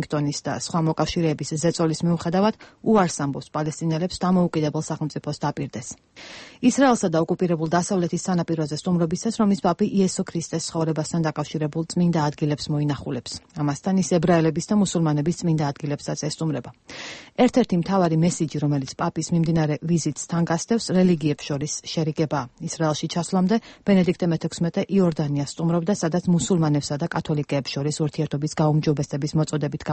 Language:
Georgian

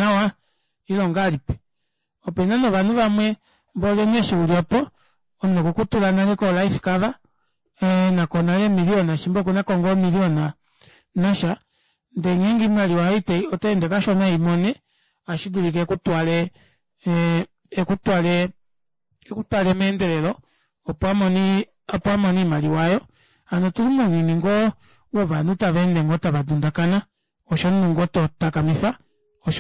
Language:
Kuanyama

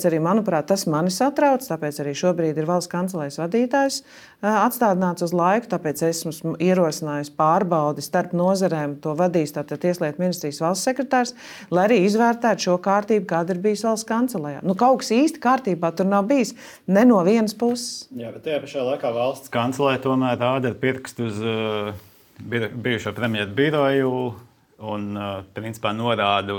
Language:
Latvian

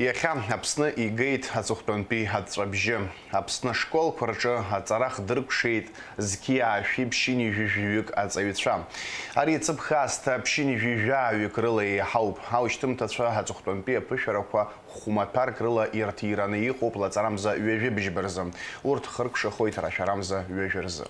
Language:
Abkhazian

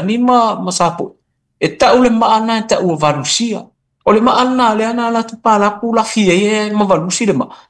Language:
Samoan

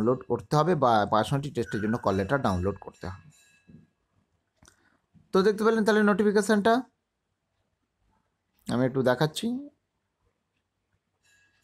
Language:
Bangla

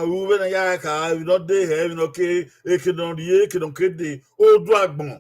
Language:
Bini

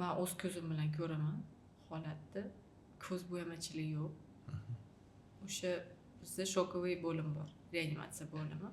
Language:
Uzbek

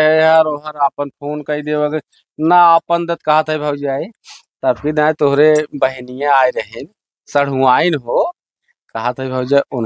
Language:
Awadhi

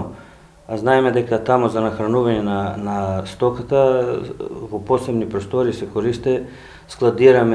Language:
Macedonian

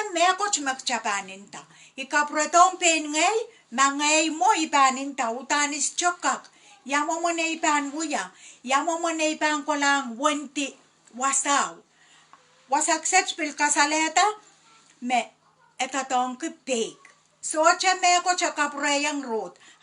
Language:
Pohnpeian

